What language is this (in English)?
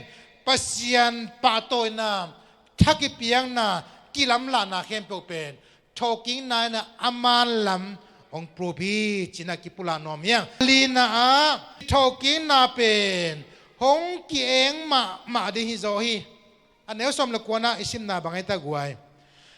Tedim Chin